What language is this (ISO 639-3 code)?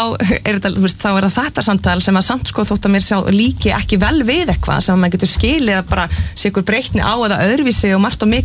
isl